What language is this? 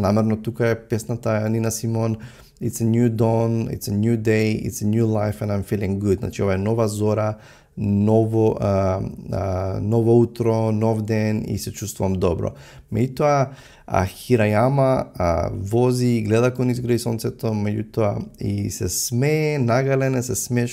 Macedonian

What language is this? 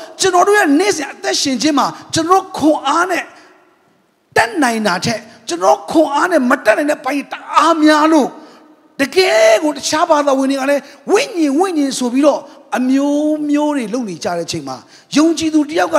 Burmese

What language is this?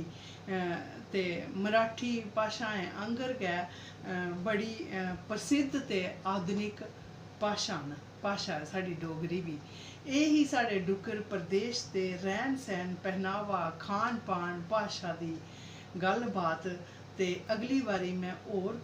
Dogri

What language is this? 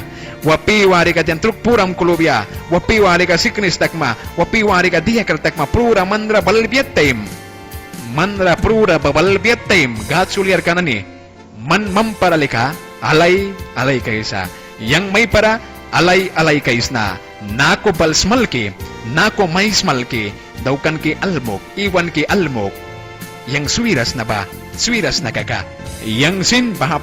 Mískito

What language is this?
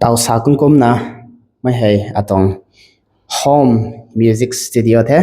Rongmei Naga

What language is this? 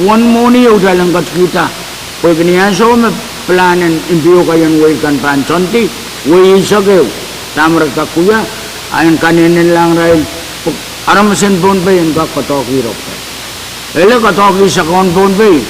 Pohnpeian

